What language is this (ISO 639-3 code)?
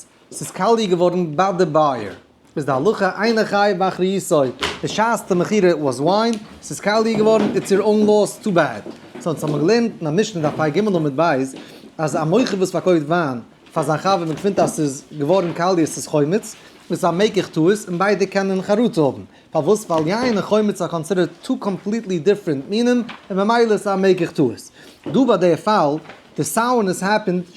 yid